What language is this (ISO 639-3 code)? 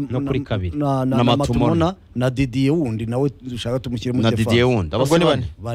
kin